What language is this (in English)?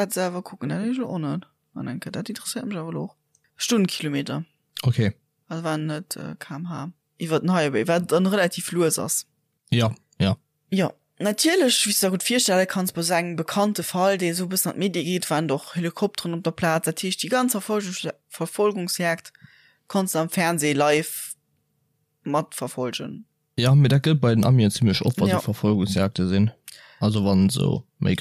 Luxembourgish